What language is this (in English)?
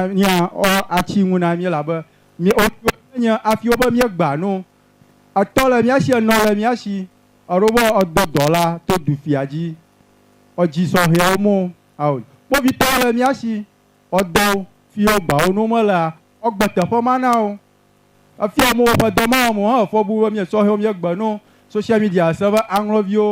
Ewe